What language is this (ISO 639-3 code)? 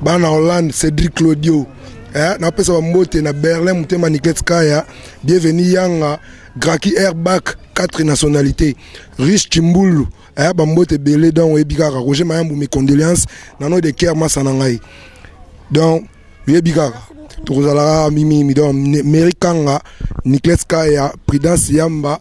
lin